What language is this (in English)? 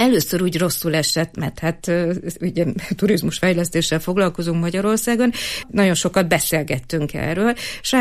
Hungarian